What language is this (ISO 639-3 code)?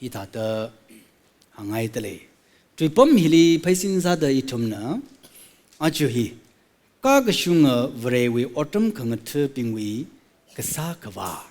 nmf